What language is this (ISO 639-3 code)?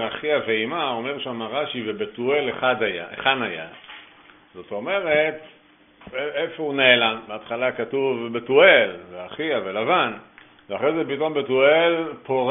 heb